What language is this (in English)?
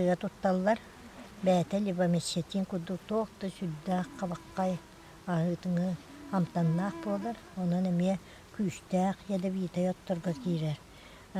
Yakut